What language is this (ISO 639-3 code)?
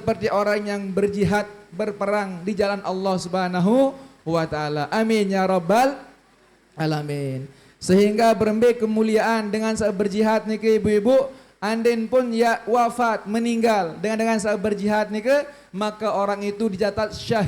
sas